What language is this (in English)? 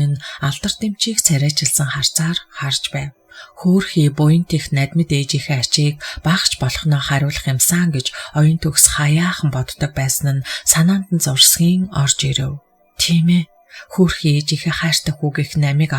Mongolian